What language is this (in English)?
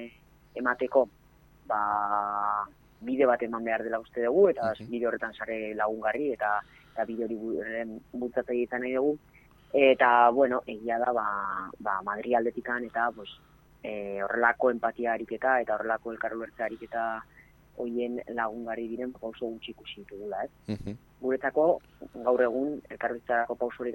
Basque